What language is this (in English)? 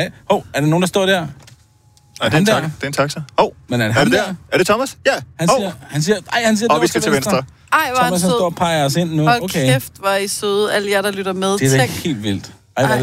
Danish